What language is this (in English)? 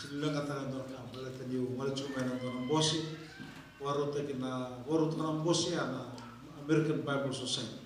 Fijian